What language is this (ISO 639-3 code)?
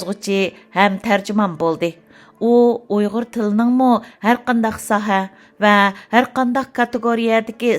uig